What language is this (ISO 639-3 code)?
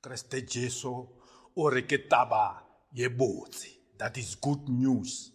nso